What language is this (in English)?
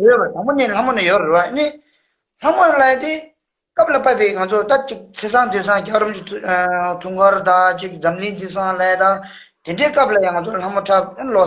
Tibetan